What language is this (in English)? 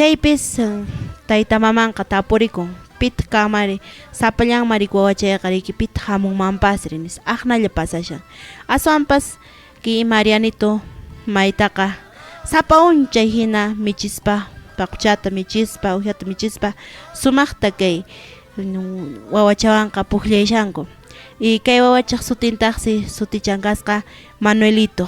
Quechua